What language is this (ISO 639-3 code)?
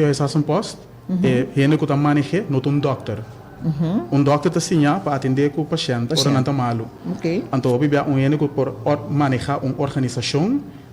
pap